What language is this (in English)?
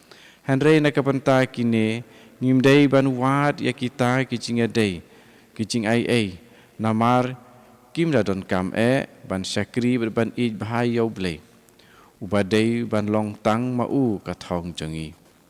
Khasi